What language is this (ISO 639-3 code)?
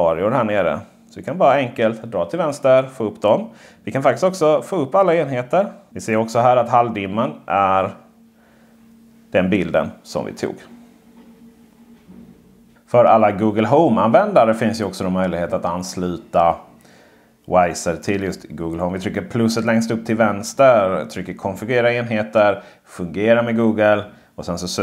swe